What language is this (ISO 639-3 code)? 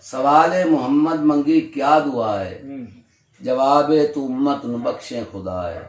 skr